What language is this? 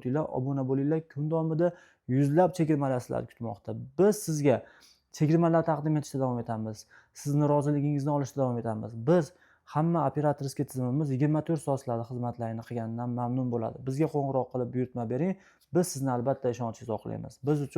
Uzbek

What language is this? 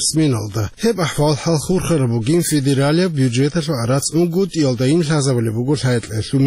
Avaric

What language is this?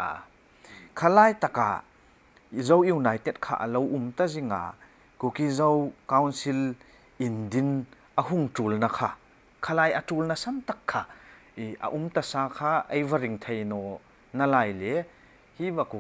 Hmar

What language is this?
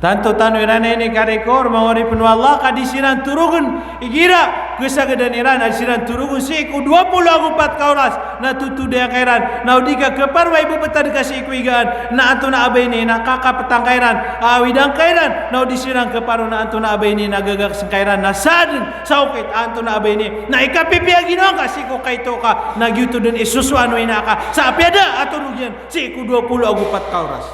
Maranao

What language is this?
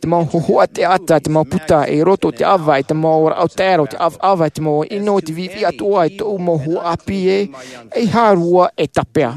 Tahitian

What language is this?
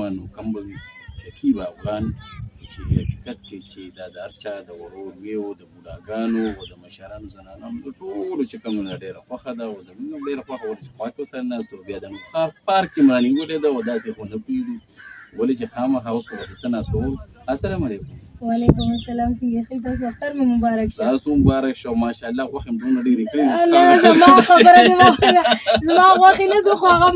Pashto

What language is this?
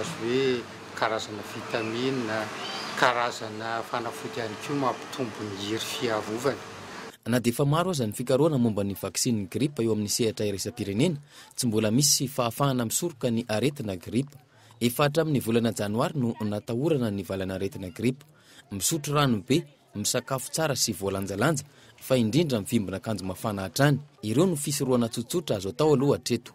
Malagasy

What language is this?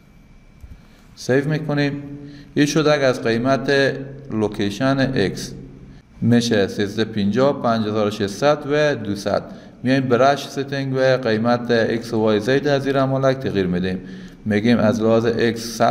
Persian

